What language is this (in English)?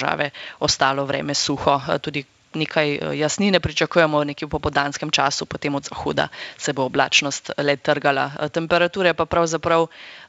Slovenian